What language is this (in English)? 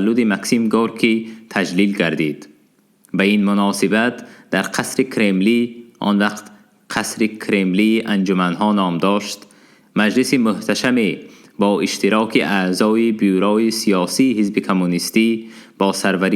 Tajik